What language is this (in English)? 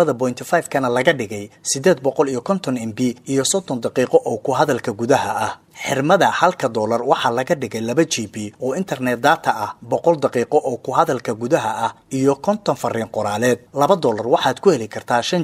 Somali